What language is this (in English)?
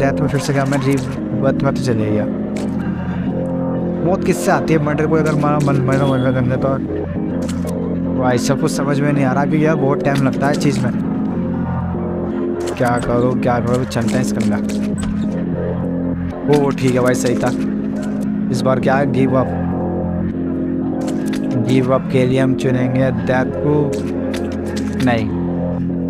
Hindi